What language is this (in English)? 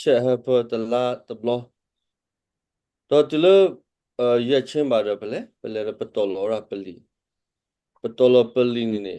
S'gaw Karen